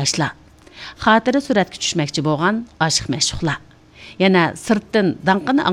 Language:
Uyghur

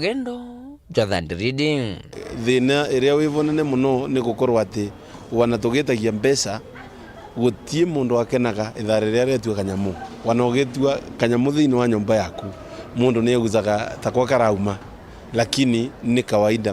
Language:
Meru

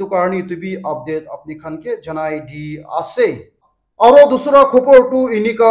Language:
Naga Pidgin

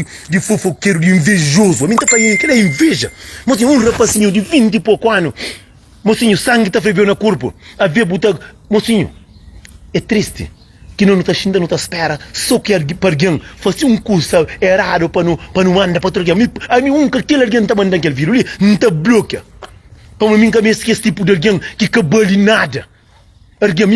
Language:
Kabuverdianu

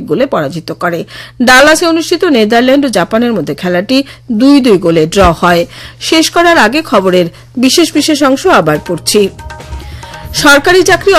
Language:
Bangla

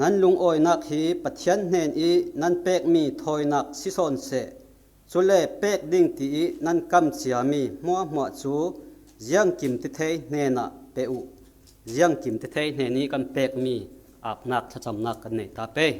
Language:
Falam Chin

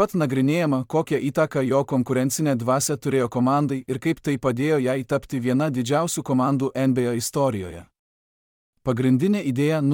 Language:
Lithuanian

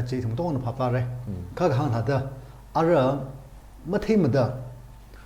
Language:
Tangkhul Naga (India)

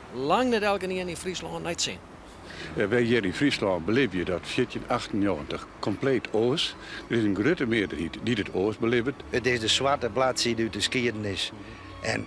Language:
Western Frisian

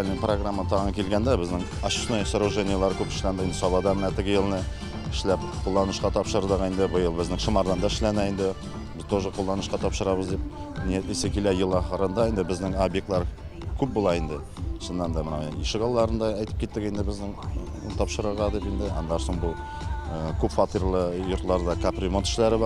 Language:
Tatar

